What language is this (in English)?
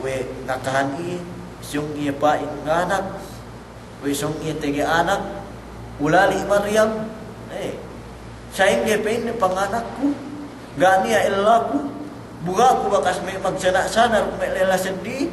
Yakan